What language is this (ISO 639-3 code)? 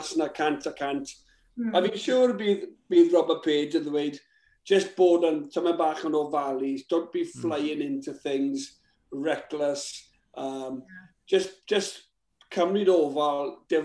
cym